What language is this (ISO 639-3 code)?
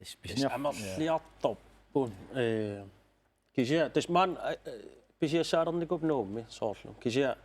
kal